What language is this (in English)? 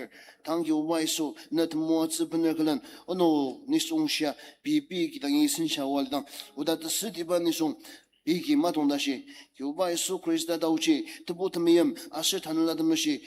Ao Naga